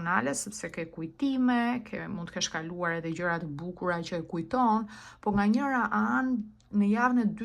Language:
Albanian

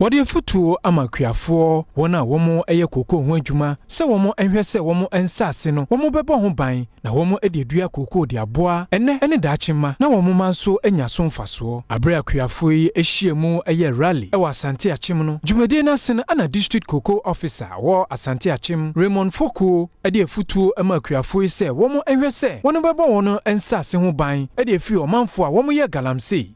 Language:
Akan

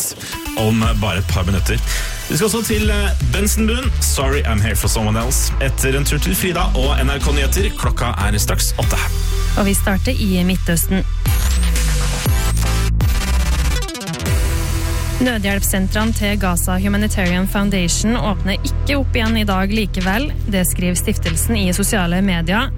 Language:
Norwegian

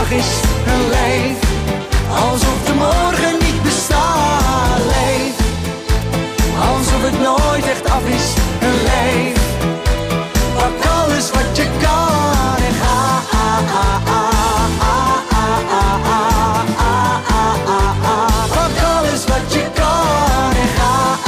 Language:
Dutch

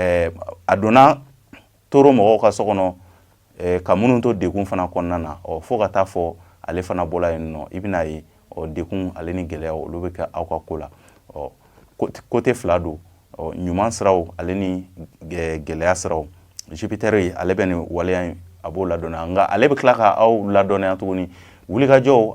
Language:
Bambara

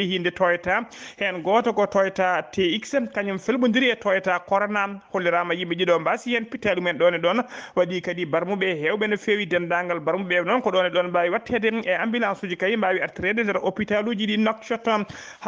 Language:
Fula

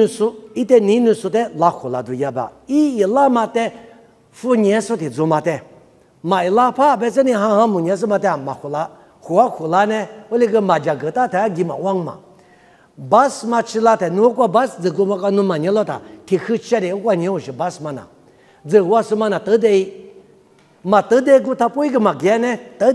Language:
Lisu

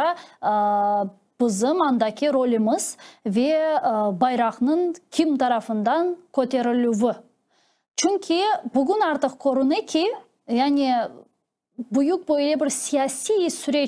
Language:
Crimean Tatar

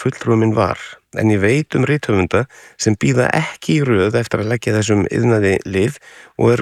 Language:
Icelandic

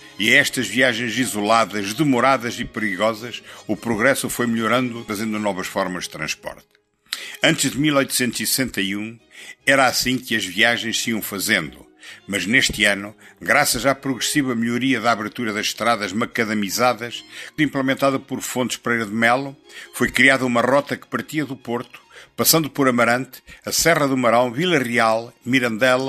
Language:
Portuguese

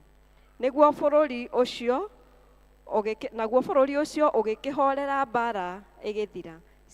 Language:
Kikuyu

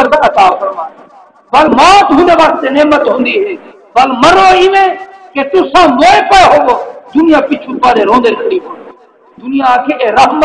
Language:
Saraiki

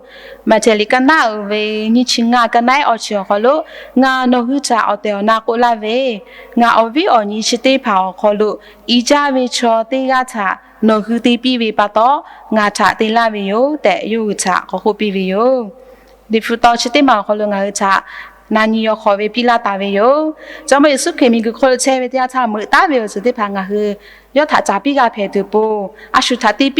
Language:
Lahu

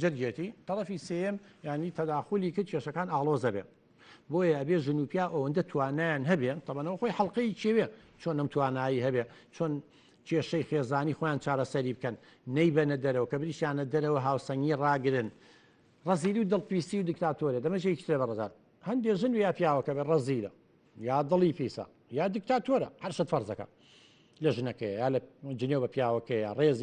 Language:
Central Kurdish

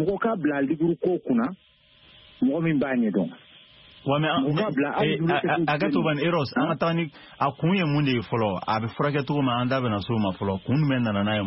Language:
Bambara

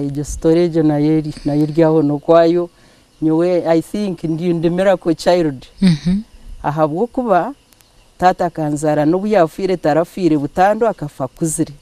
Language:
Nyankole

